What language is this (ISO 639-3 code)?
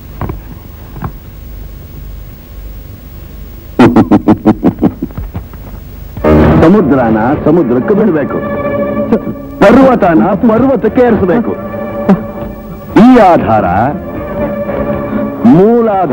kan